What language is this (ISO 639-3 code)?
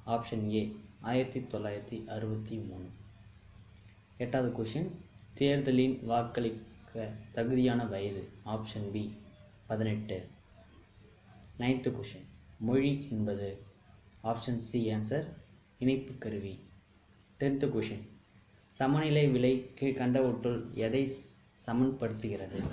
tam